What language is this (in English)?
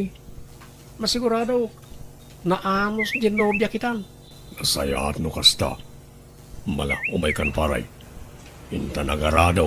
Iloko